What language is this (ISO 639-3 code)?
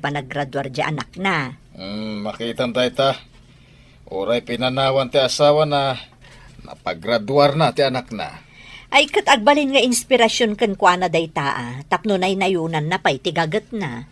ilo